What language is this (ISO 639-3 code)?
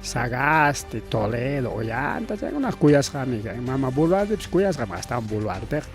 quy